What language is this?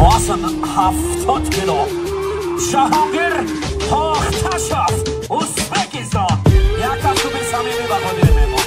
Tajik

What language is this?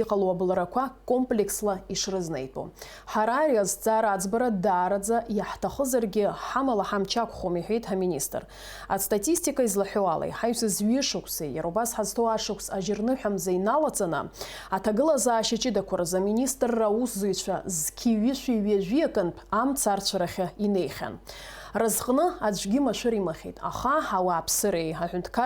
Abkhazian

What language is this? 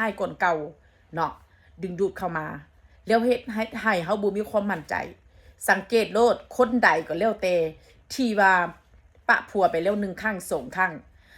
Northeastern Thai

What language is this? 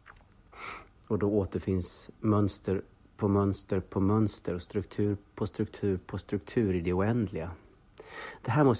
Swedish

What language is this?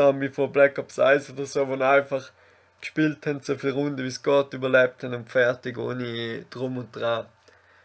Swiss German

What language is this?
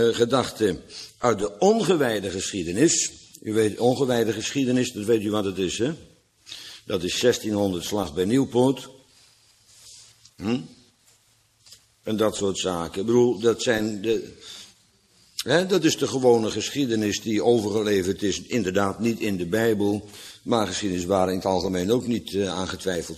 Dutch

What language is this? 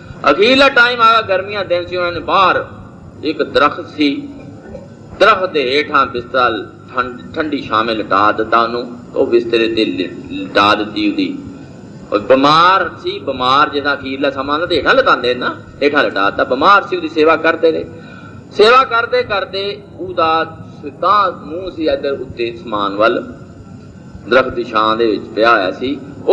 Punjabi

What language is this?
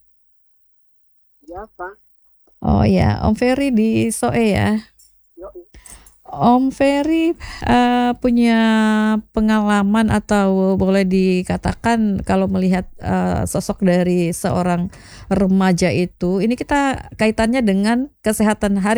Indonesian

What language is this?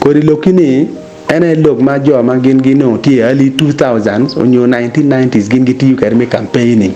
Acoli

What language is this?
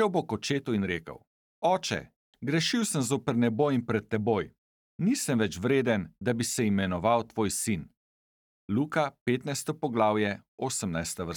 Slovenian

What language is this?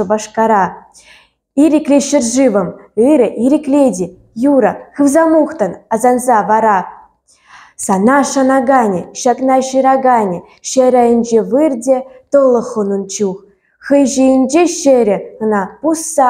Chuvash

